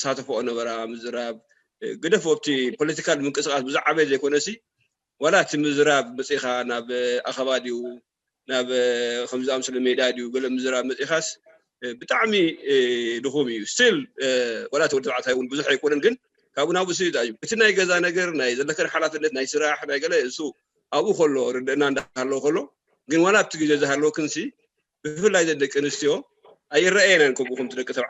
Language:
Tigrinya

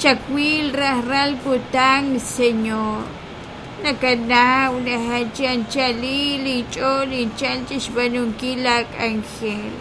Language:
Kekchí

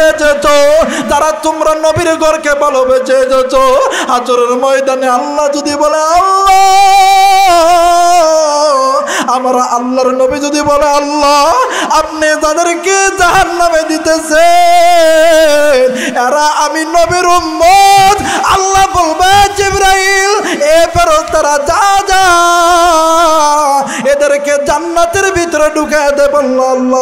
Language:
Bangla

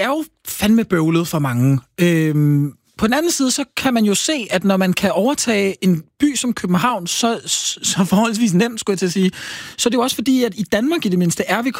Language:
Danish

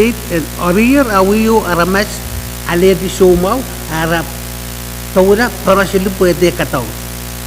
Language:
Pohnpeian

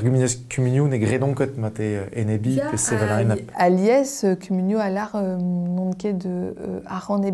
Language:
Breton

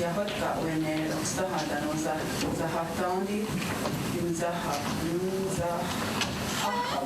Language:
Mohawk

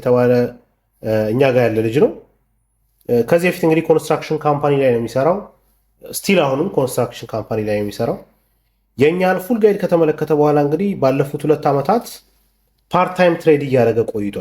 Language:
Amharic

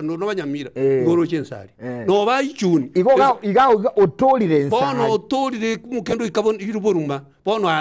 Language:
Gusii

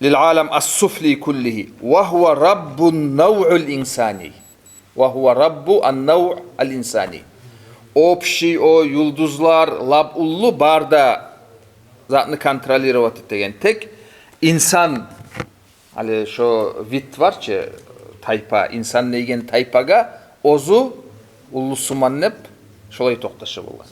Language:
Kumyk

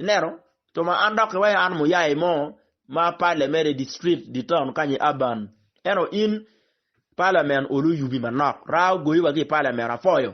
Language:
Acoli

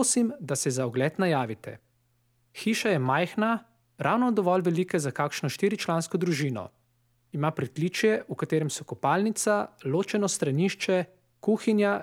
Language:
Slovenian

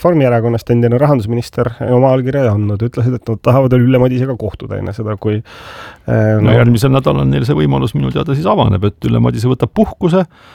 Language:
Estonian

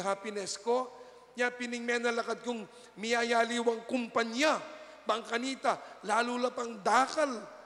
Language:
Pampanga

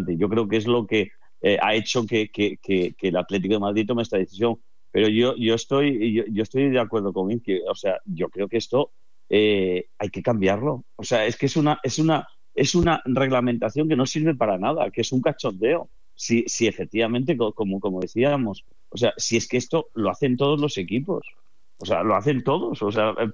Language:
Spanish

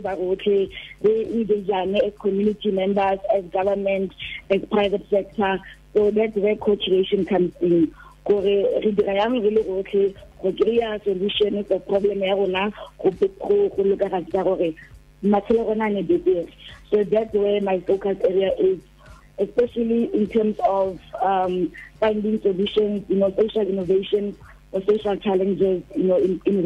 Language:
Tswana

